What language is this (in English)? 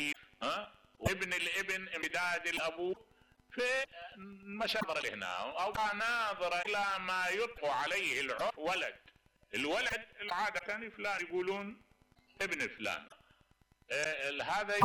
Mesopotamian Arabic